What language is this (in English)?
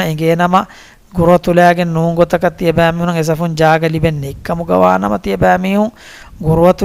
Divehi